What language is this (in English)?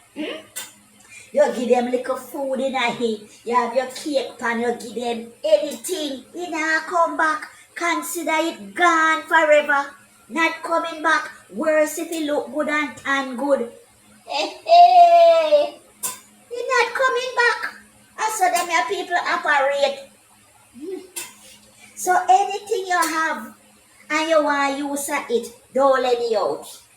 Jamaican Creole English